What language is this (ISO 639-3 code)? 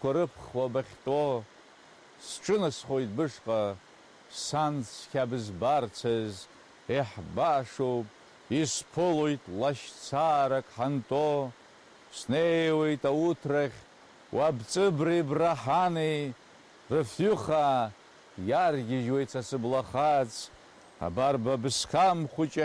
abk